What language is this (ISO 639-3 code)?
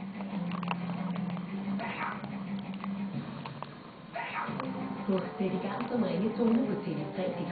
dan